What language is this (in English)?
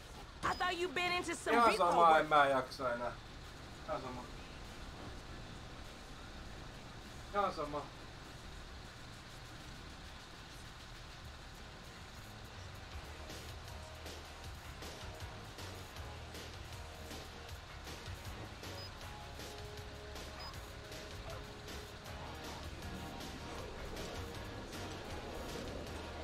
Finnish